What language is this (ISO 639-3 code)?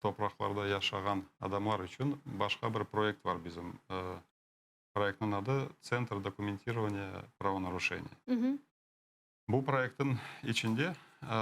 crh